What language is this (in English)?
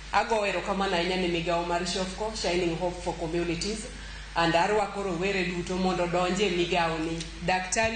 Luo (Kenya and Tanzania)